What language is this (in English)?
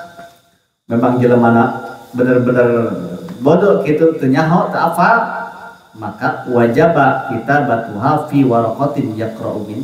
Sundanese